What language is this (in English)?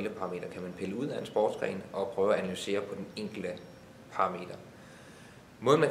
Danish